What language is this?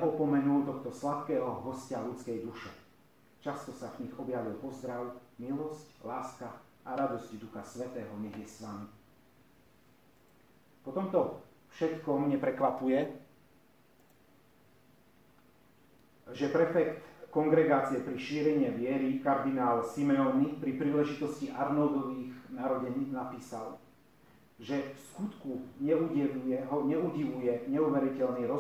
Slovak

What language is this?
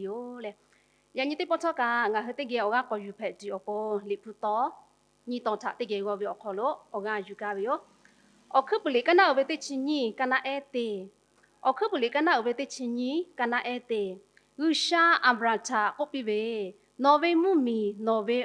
Lahu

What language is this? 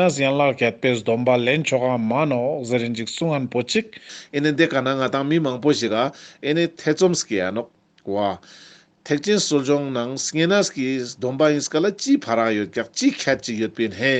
Ladakhi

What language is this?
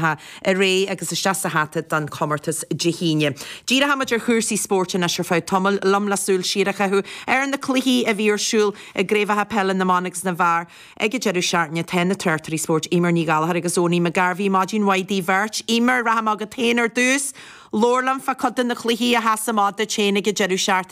Irish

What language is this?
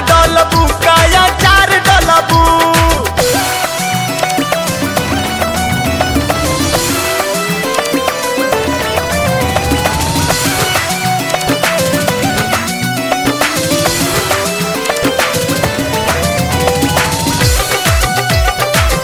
Bhojpuri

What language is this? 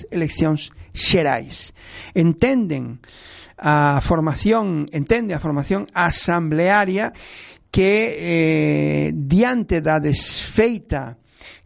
Galician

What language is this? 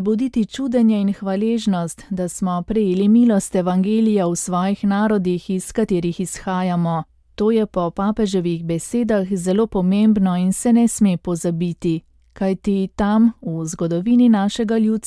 Slovenian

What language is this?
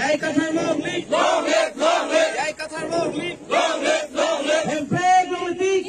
Karbi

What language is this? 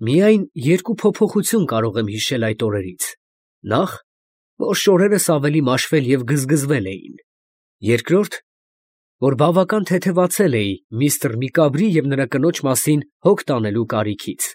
Armenian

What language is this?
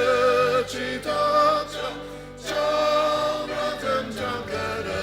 Ao Naga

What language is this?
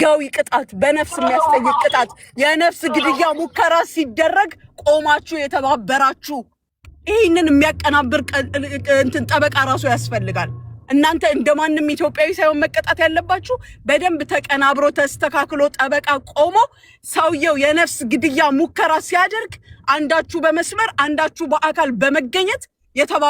Amharic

